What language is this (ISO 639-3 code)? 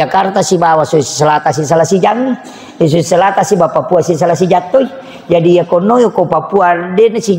bug